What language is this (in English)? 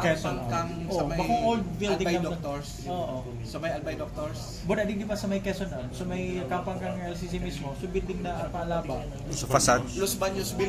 Bikol